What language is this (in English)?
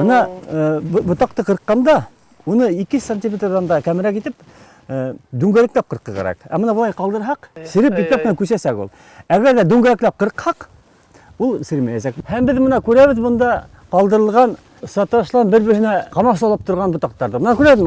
Bashkir